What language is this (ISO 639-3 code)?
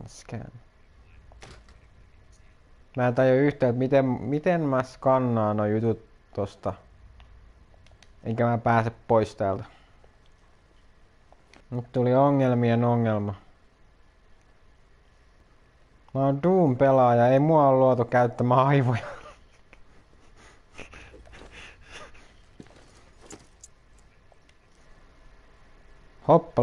fin